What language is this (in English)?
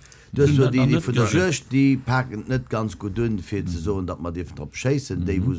Luxembourgish